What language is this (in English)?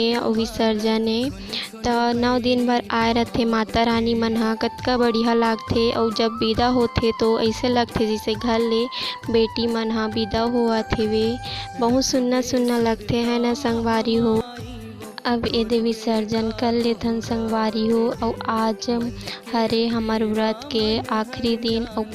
Chhattisgarhi